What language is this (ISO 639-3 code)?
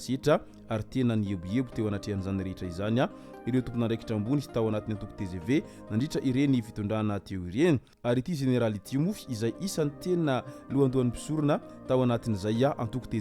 mlg